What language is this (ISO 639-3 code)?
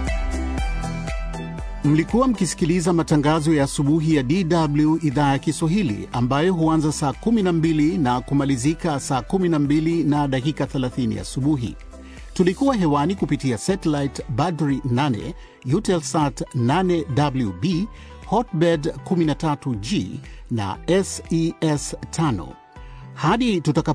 swa